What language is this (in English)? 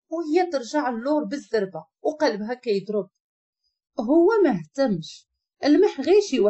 Moroccan Arabic